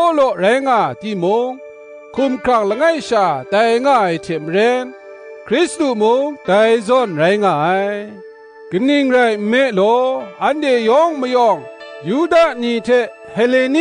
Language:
Kachin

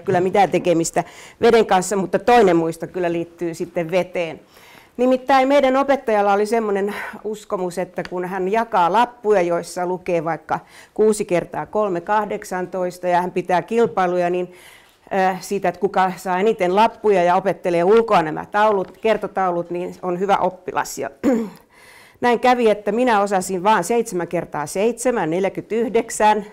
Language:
Finnish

